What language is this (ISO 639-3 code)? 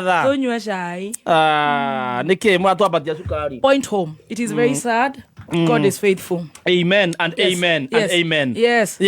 kik